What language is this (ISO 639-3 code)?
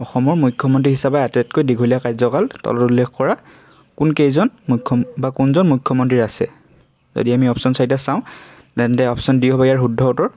asm